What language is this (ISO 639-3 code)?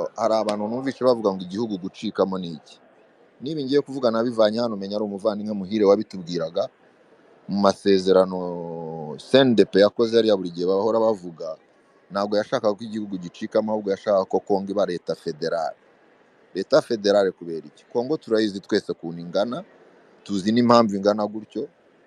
kin